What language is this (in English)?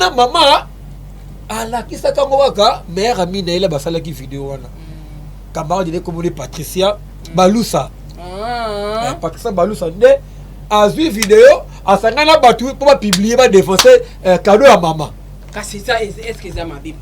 Lingala